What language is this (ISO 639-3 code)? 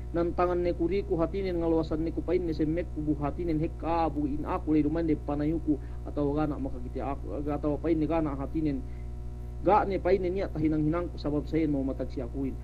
yka